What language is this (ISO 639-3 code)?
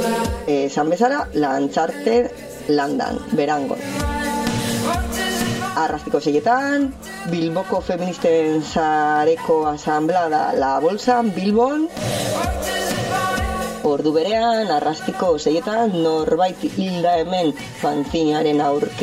eus